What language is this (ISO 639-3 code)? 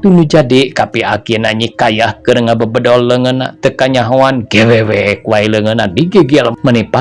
sun